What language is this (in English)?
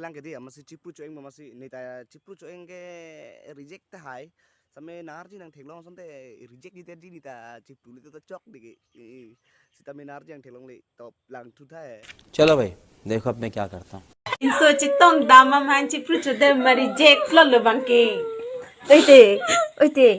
Karbi